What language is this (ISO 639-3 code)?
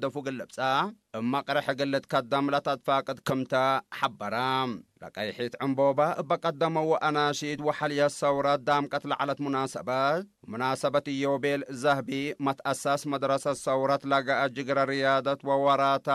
tig